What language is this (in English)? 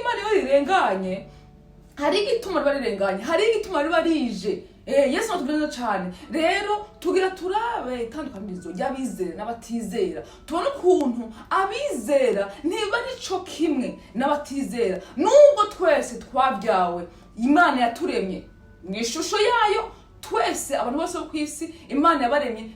Rundi